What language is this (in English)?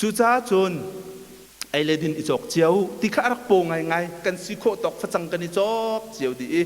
Hakha Chin